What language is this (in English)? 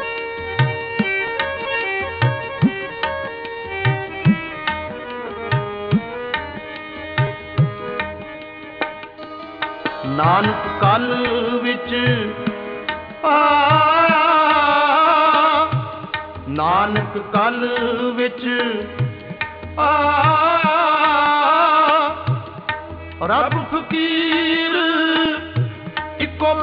Punjabi